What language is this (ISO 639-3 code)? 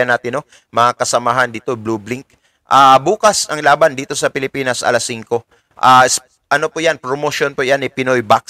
fil